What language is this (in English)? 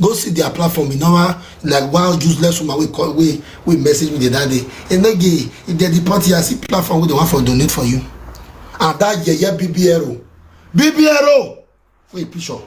Nigerian Pidgin